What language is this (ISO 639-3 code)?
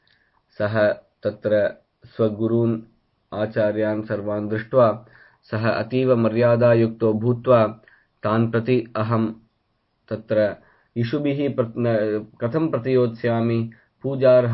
san